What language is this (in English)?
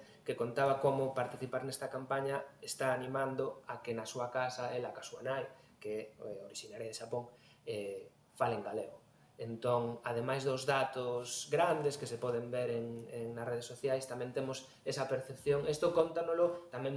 Galician